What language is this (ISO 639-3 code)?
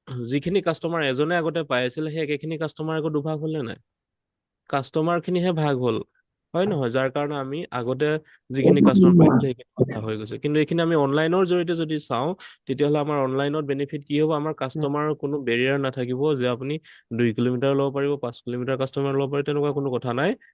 asm